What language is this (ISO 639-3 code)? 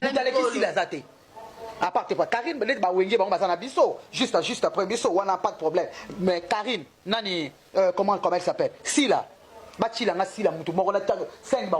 lin